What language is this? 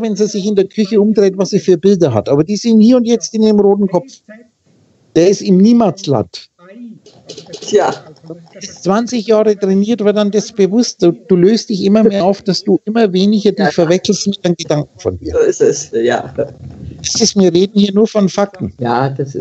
German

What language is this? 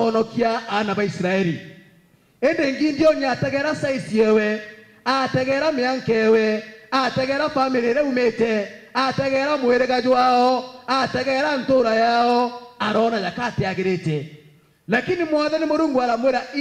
Meru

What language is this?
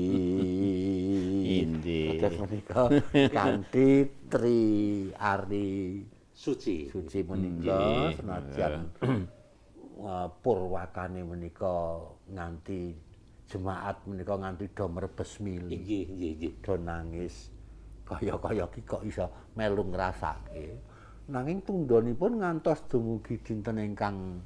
Javanese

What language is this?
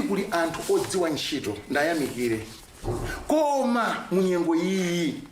Nyanja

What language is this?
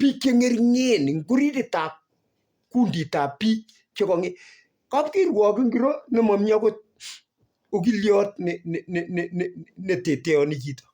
Kalenjin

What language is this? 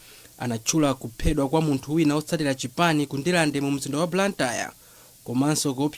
Nyanja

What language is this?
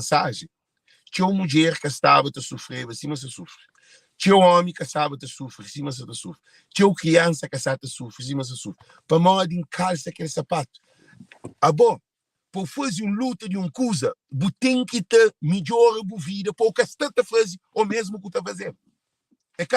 Kabuverdianu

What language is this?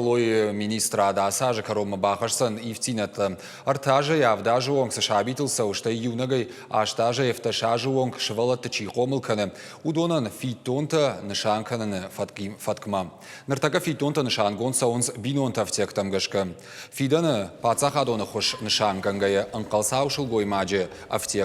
Ossetic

